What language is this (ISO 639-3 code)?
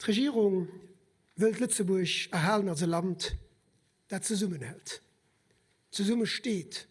ltz